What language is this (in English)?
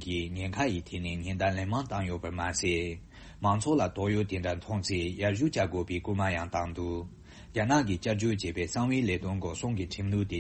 Tibetan